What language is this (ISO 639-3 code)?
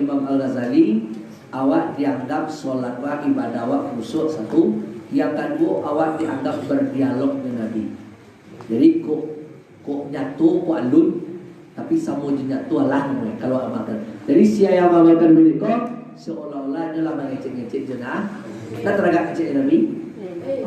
min